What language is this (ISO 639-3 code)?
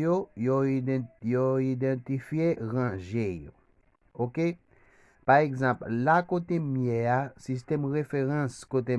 hat